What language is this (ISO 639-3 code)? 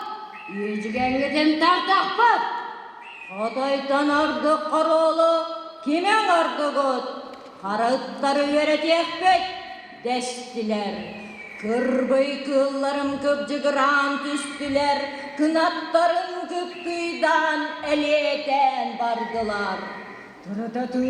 sah